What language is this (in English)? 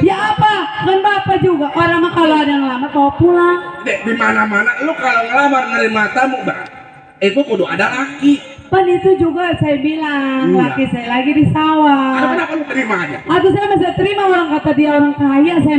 Betawi